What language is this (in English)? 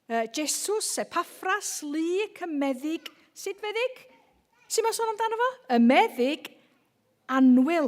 Welsh